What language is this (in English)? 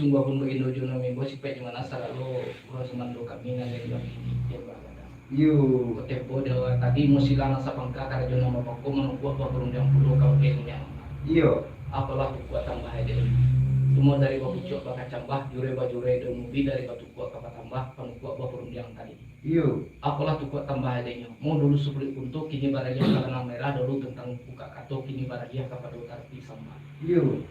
Minangkabau